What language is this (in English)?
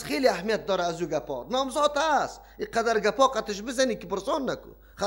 Persian